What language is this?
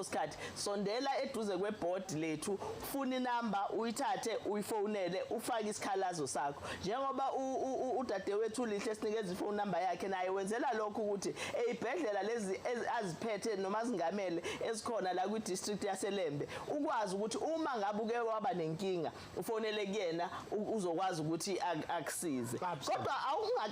Zulu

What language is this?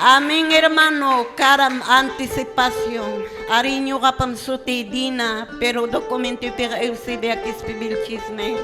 Quechua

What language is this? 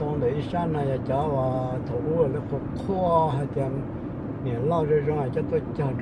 Hmong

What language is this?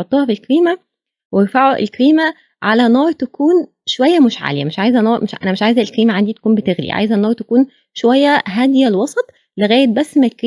Egyptian Arabic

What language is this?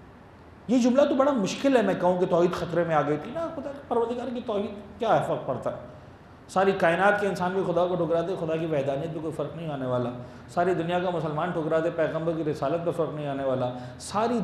Urdu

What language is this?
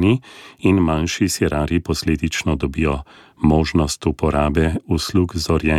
Slovenian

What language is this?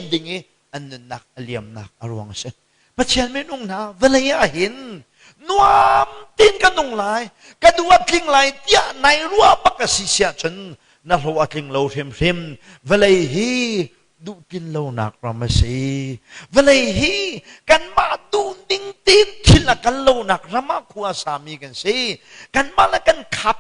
Hakha Chin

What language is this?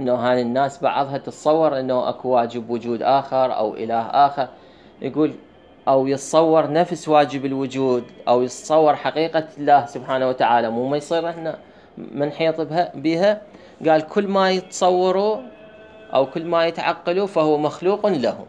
Mesopotamian Arabic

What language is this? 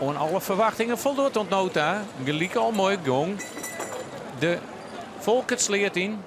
Western Frisian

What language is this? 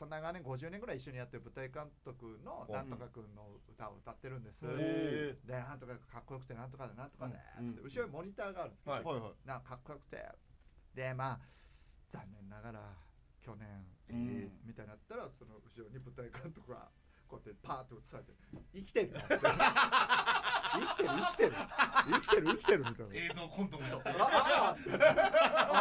Japanese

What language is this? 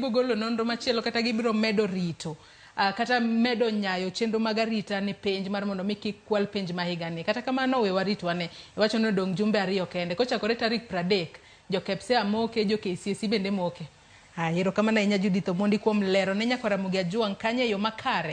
Luo (Kenya and Tanzania)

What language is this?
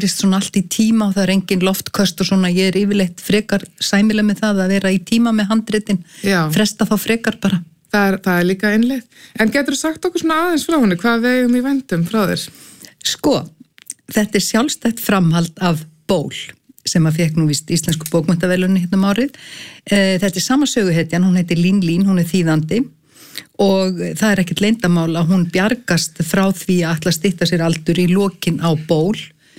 Icelandic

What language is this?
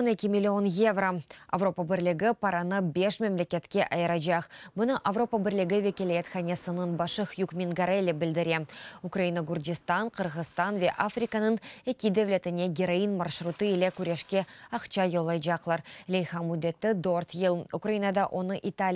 Crimean Tatar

